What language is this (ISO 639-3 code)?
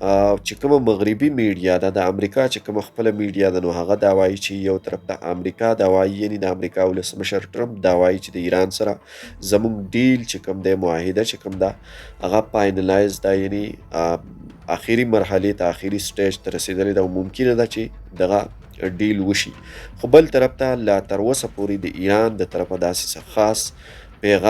pus